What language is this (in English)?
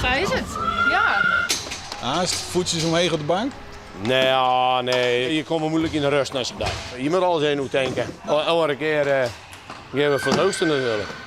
Western Frisian